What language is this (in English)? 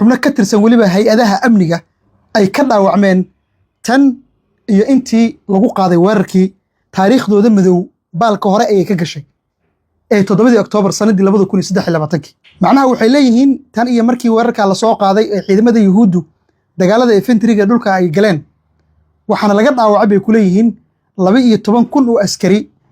Somali